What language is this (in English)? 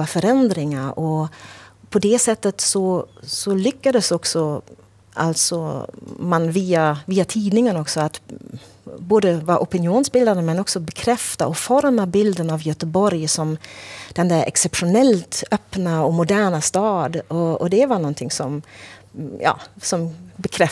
Swedish